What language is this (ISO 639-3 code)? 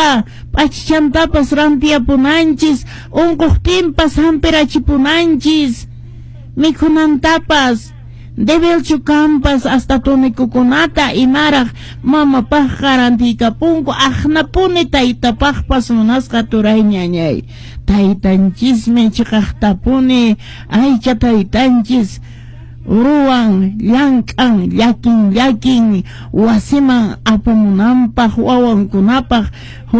que